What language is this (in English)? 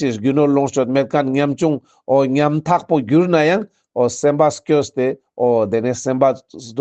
Ladakhi